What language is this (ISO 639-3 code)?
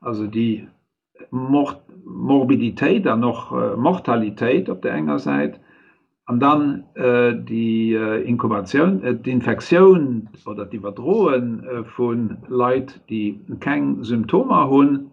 ltz